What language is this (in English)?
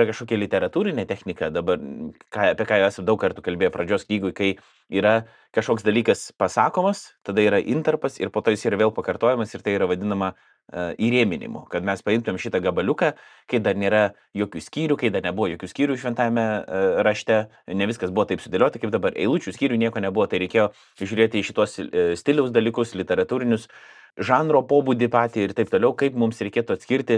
Lithuanian